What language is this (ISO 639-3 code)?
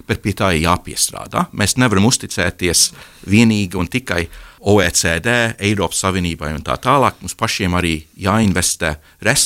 lav